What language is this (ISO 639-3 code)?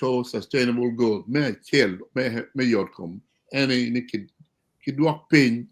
ach